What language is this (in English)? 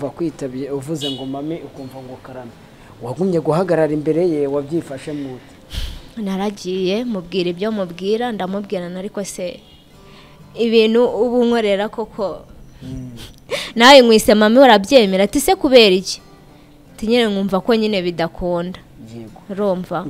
Kinyarwanda